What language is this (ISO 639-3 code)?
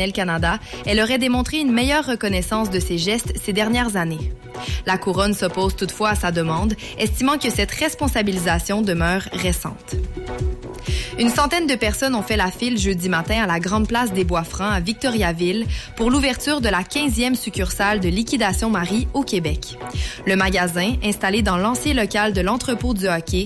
fra